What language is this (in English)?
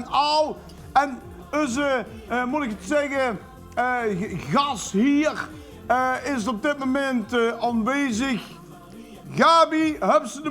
Limburgish